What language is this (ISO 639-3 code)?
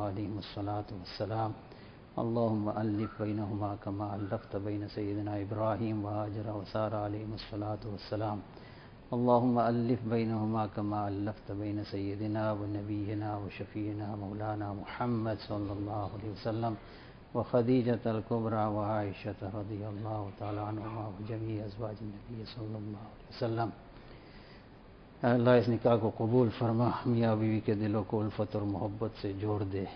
urd